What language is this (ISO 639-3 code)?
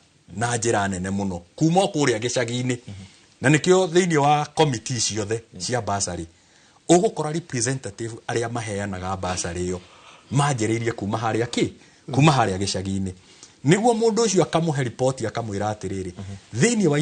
kik